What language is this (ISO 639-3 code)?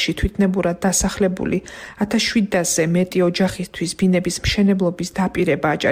kat